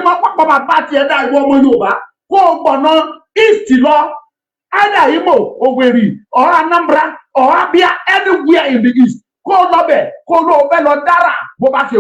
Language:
Yoruba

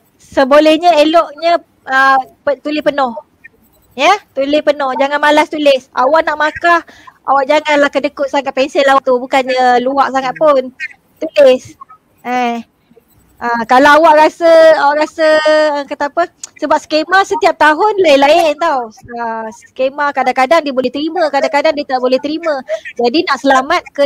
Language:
Malay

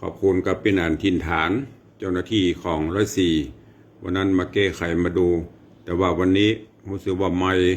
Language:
Northern Thai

